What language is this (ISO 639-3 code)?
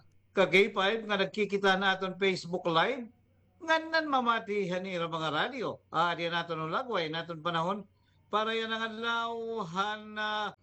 war